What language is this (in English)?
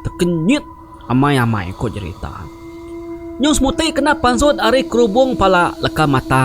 Iban